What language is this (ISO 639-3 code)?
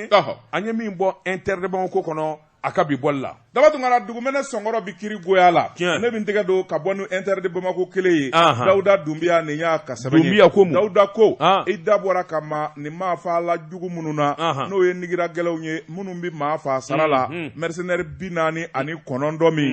bam